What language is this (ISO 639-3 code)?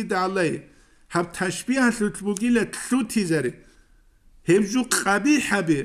ava